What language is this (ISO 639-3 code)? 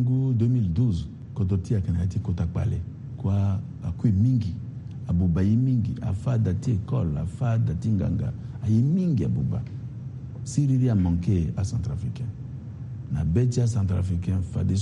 sag